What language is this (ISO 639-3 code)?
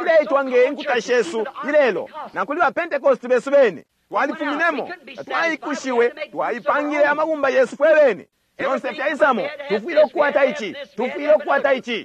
bem